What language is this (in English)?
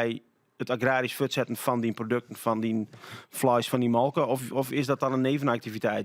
Western Frisian